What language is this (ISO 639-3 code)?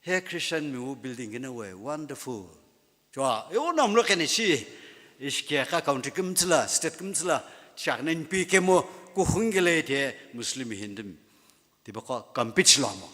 nsm